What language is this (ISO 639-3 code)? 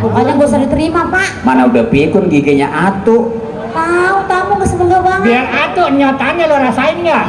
bew